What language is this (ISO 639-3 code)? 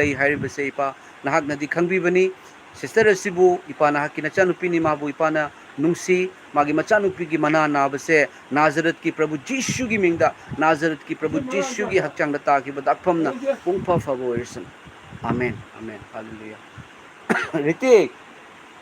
mni